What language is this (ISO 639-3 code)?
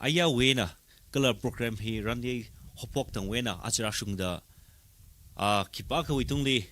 nmf